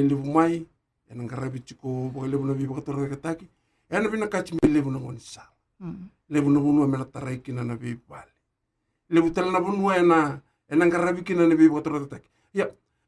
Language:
Fijian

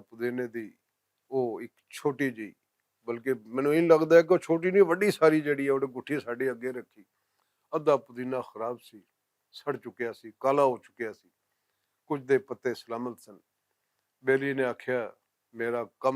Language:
Western Panjabi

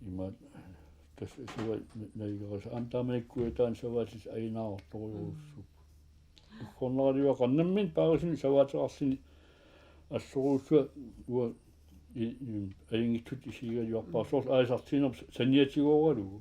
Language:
Kalaallisut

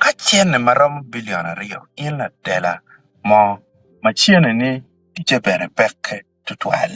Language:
Acoli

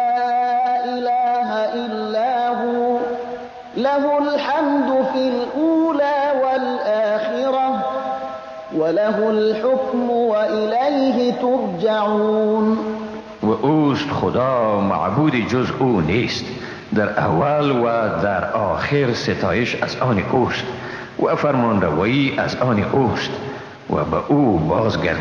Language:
Persian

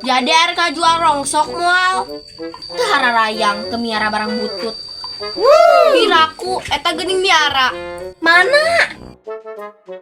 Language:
Sundanese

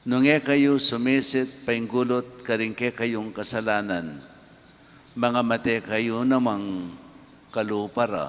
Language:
Pampanga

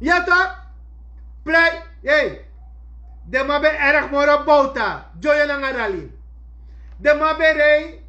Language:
Sranan Tongo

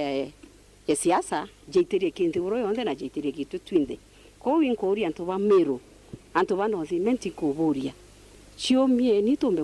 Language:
Meru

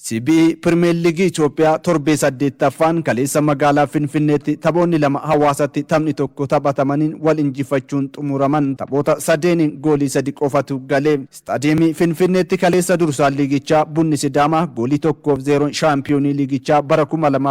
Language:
Oromo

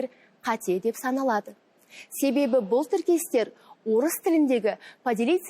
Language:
Kazakh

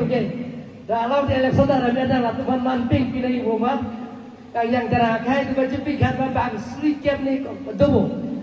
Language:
Karbi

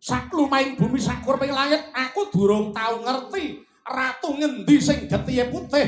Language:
Javanese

